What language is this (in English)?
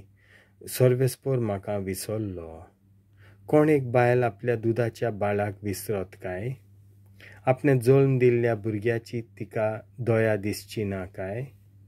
Konkani